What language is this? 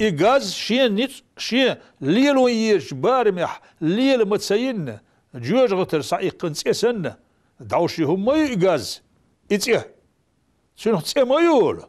Chechen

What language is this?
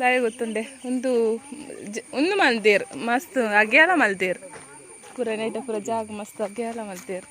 Tulu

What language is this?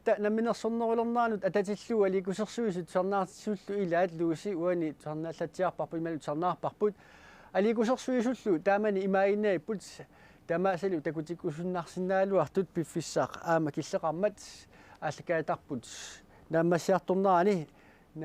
Kalaallisut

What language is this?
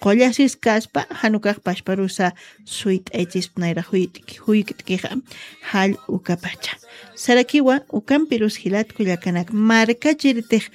Aymara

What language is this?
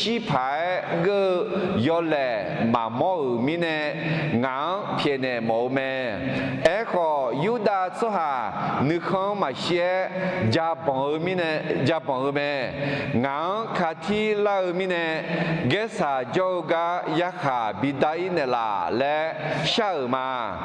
Akha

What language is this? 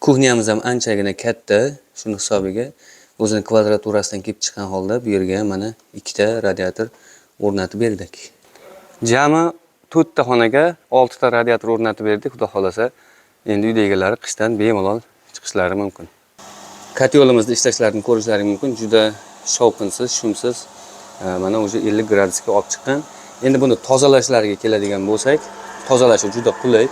Uzbek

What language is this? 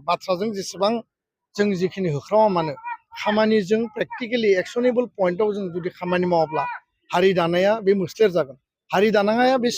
Bodo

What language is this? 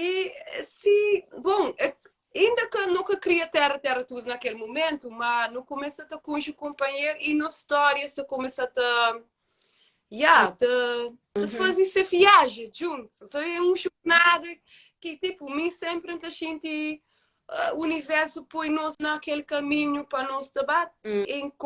Kabuverdianu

